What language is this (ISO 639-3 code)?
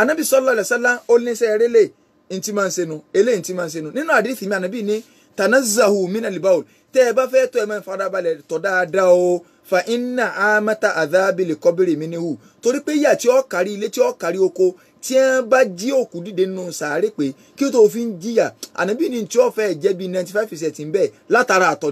yor